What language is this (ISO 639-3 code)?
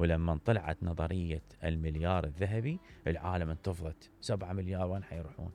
acm